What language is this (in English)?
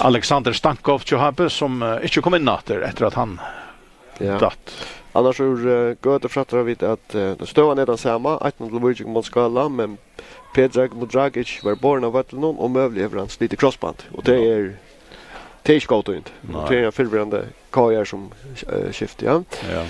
Faroese